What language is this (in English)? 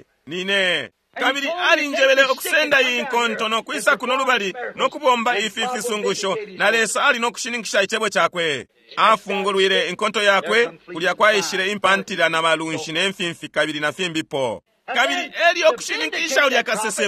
Bemba